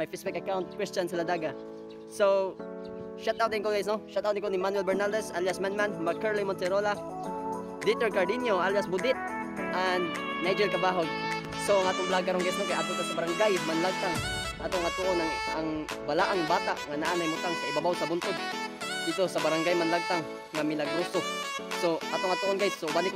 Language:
Cebuano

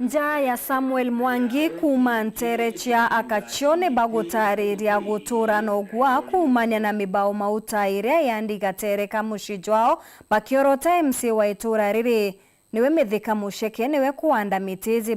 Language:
Meru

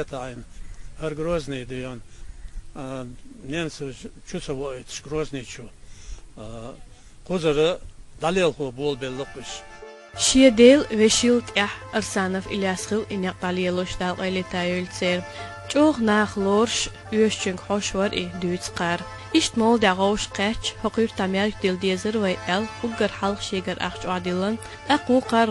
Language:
Chechen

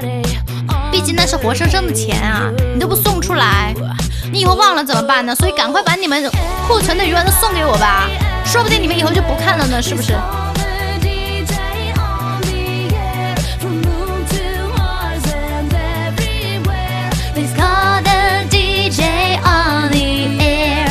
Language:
Chinese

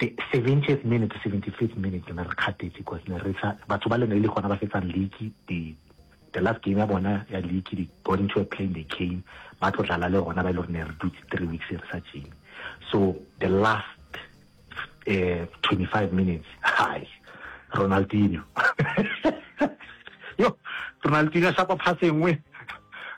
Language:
Northern Sotho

